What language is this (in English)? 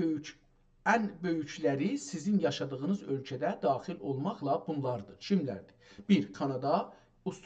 South Azerbaijani